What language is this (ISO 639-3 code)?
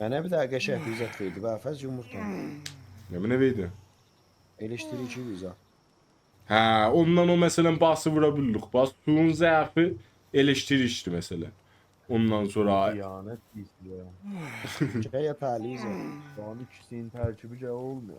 azb